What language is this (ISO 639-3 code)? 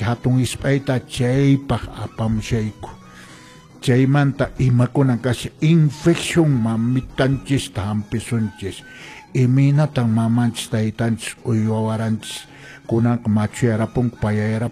que